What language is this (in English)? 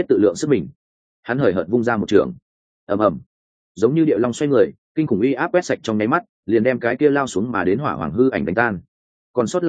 Vietnamese